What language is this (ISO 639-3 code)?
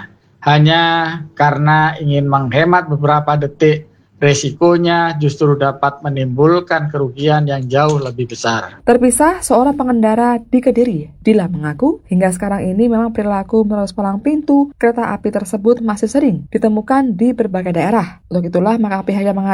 ind